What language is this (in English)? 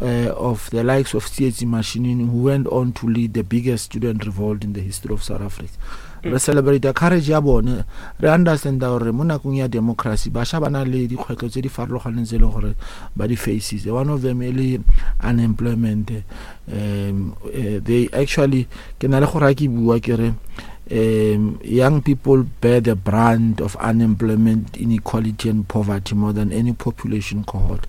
Northern Sotho